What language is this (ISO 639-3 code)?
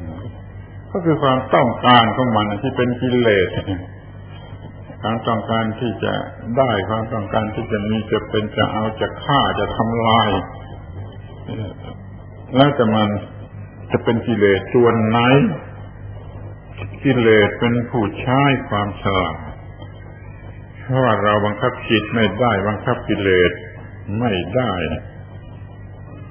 tha